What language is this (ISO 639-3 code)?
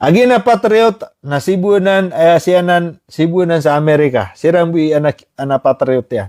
mrw